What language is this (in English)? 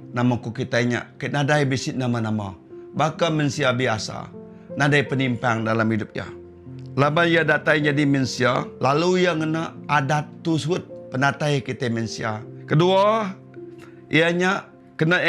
Iban